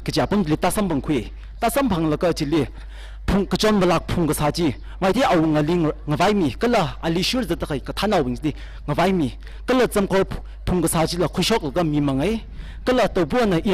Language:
Tangkhul Naga (India)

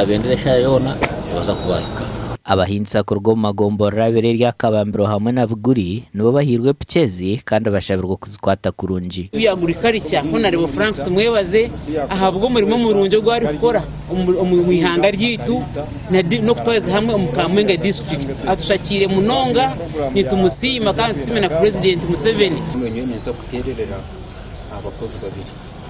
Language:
Nyankole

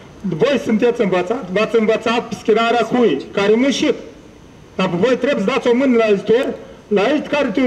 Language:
Romanian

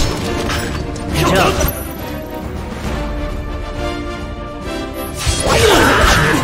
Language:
Japanese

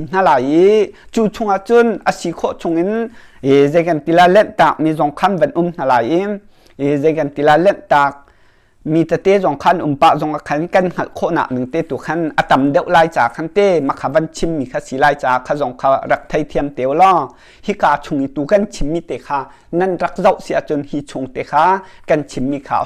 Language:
Hakha Chin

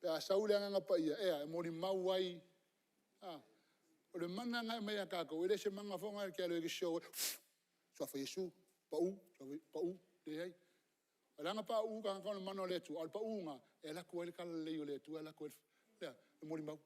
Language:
Samoan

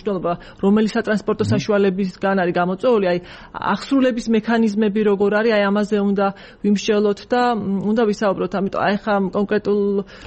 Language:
Georgian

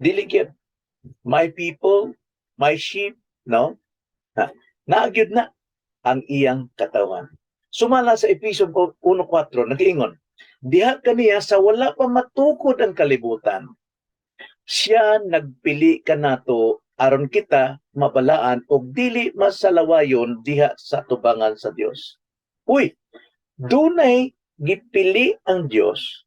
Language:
Cebuano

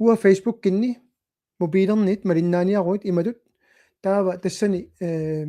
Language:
Kalaallisut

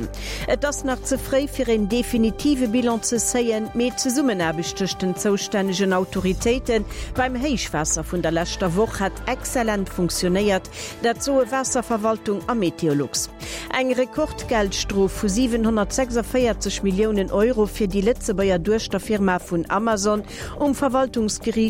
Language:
Luxembourgish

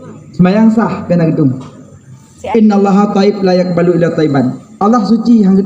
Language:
Achinese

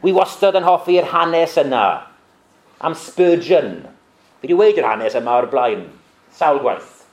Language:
Welsh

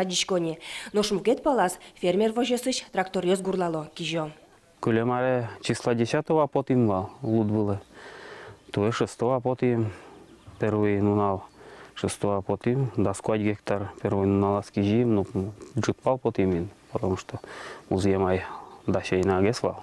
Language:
Udmurt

